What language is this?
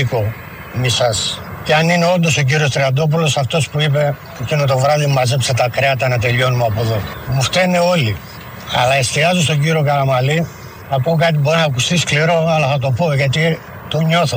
Greek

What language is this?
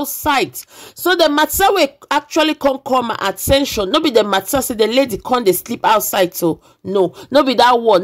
Nigerian Pidgin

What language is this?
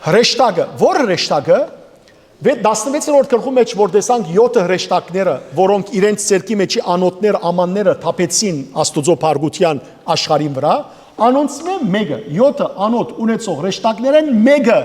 Western Armenian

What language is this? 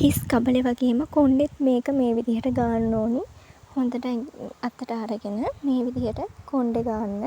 Sinhala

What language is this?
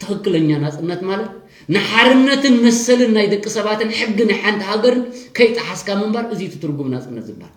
Tigrinya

